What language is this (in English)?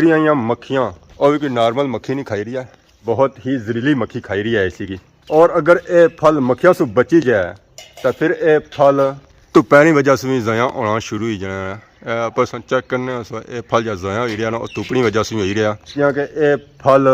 Pahari-Potwari